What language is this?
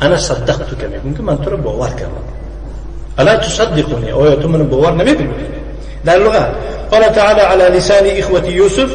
Tajik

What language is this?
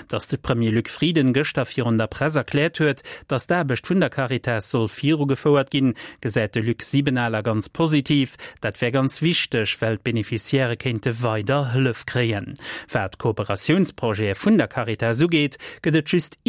Luxembourgish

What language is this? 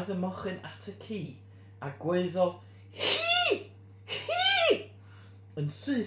Welsh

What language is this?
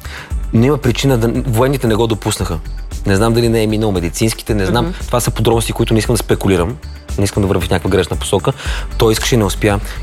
Bulgarian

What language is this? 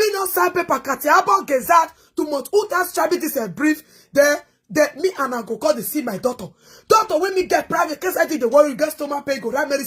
Nigerian Pidgin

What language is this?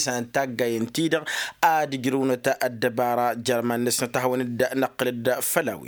Tamasheq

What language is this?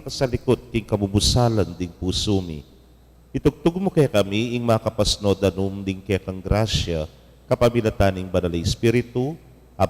Pampanga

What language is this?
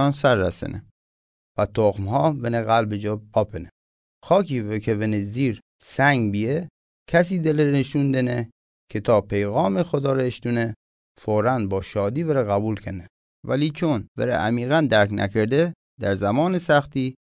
Mazanderani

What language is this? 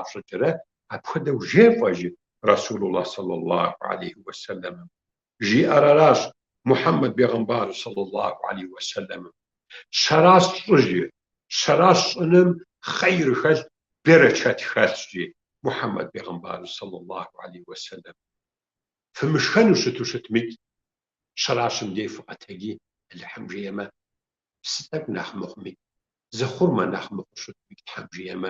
Kabardian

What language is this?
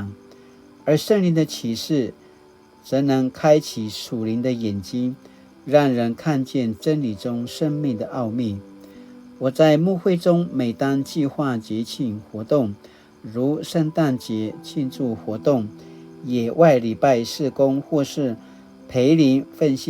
Paiwan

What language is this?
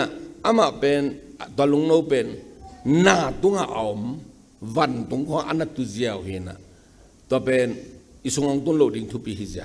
Tedim Chin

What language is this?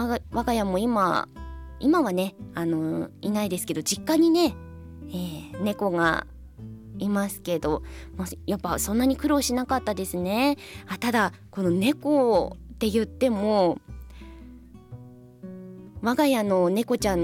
Japanese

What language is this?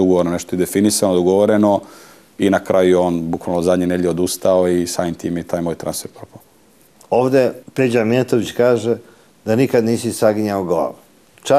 Serbian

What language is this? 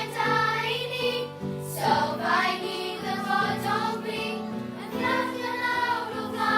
Welsh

